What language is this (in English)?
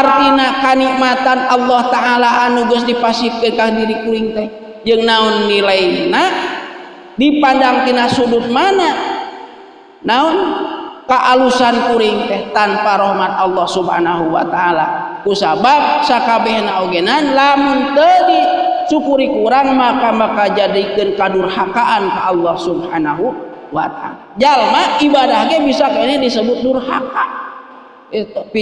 Sundanese